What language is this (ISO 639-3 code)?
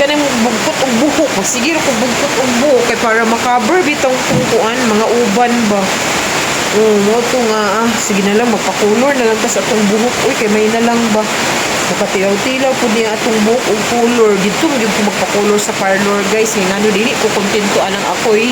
ceb